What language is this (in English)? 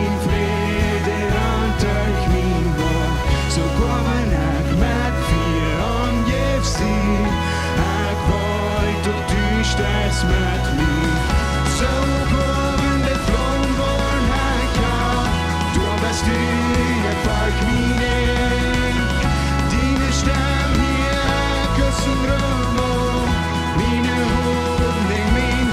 Plautdietsch